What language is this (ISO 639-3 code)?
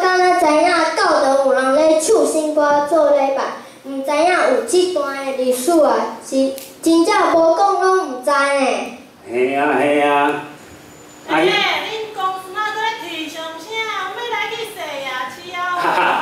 nan